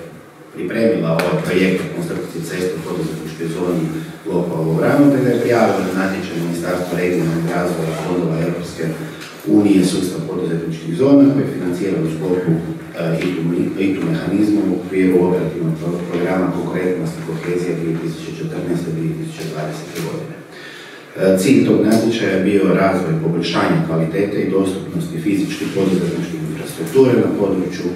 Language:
Croatian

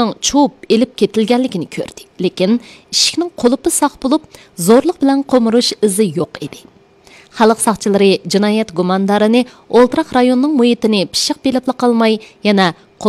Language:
Uyghur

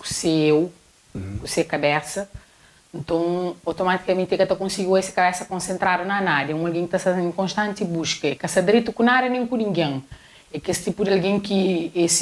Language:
Kabuverdianu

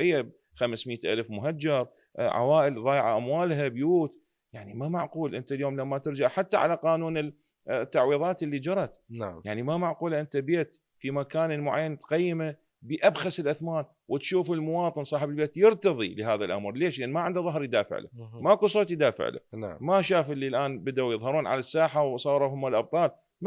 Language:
Mesopotamian Arabic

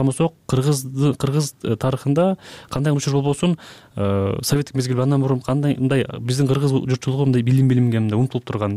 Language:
Kyrgyz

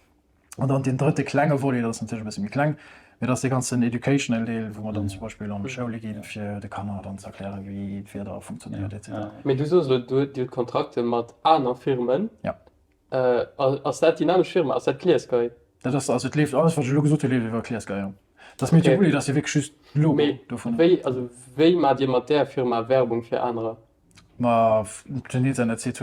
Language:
Luxembourgish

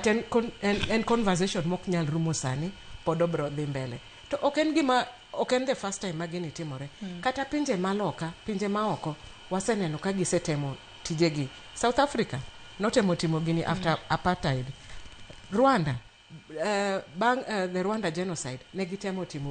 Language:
Luo (Kenya and Tanzania)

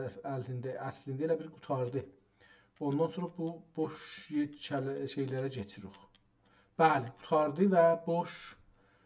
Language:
South Azerbaijani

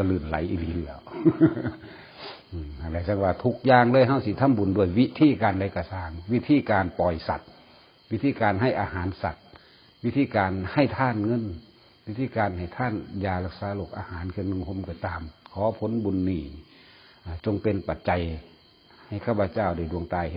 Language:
Lao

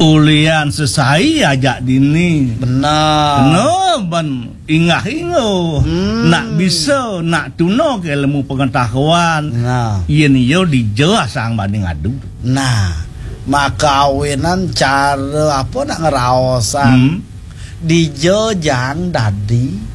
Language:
Balinese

